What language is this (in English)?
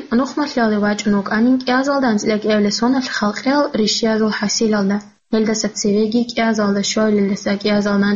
Avaric